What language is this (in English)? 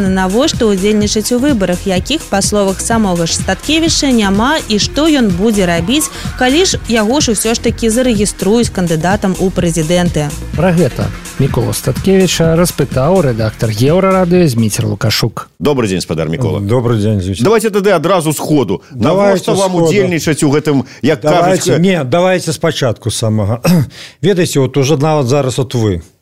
Belarusian